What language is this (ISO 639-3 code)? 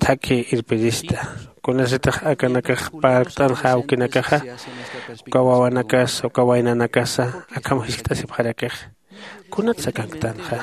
aym